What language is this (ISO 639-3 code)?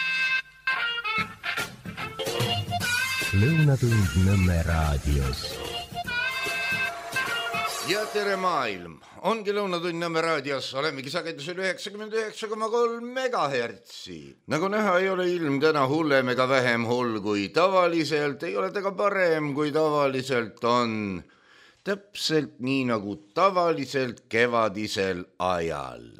est